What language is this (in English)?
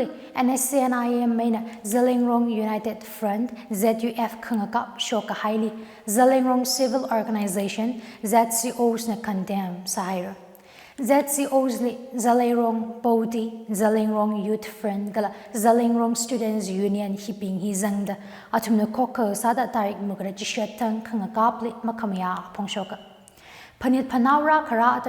Tangkhul Naga (India)